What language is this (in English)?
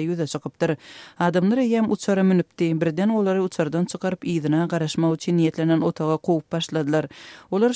Turkmen